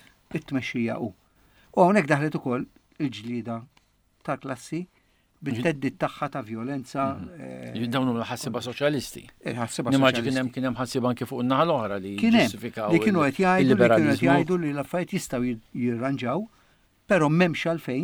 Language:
Maltese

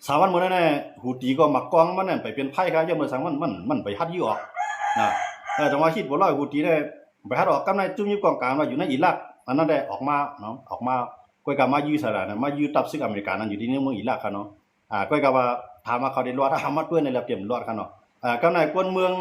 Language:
Shan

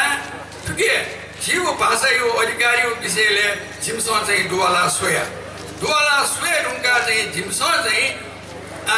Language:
Newari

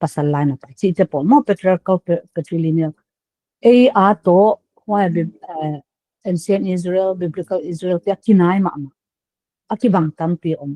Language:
Paite Chin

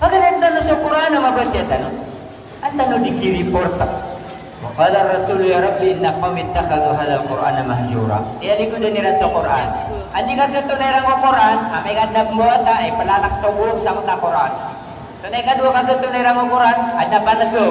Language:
Maranao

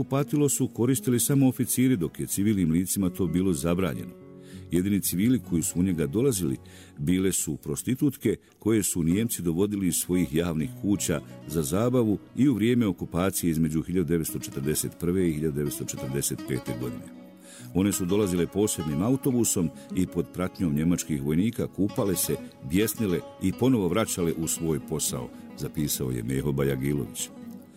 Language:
Bosnian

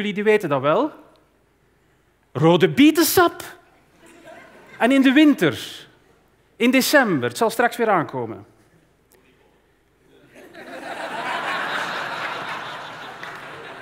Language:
Dutch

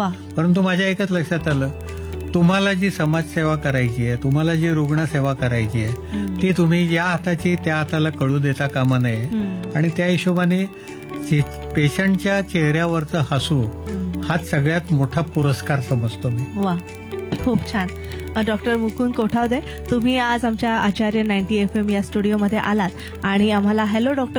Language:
Marathi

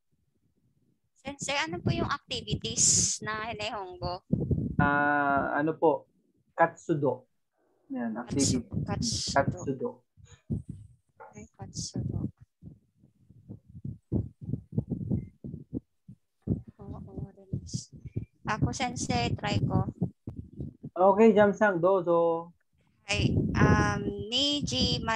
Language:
Filipino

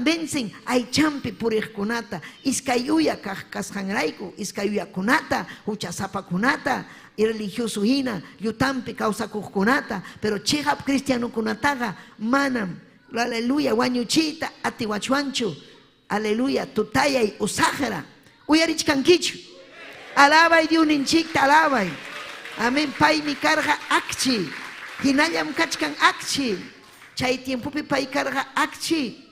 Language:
Ayacucho Quechua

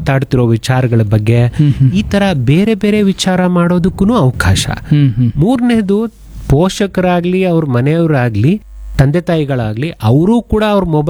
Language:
Kannada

